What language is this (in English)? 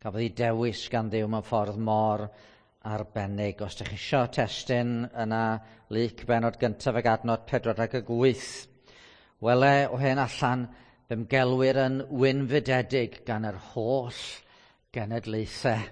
Welsh